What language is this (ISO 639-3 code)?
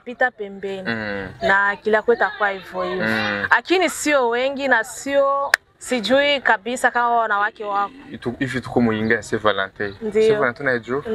swa